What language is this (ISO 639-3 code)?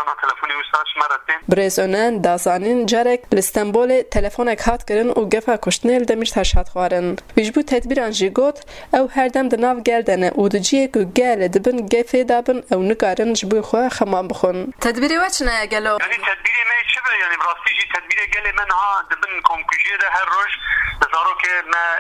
kur